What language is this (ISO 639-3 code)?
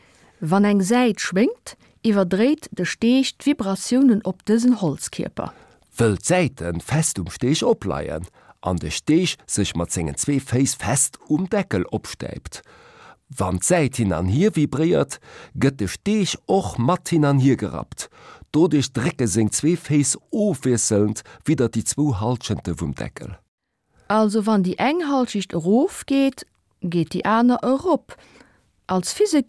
ltz